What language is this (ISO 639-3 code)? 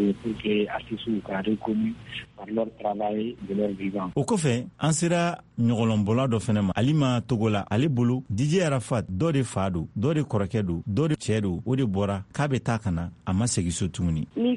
bam